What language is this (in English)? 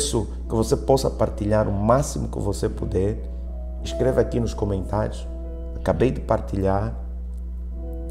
Portuguese